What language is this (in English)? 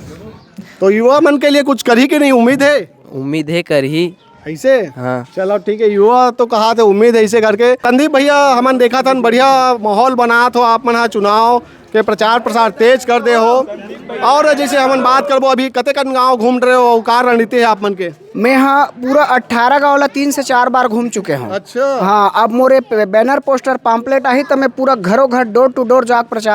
Chhattisgarhi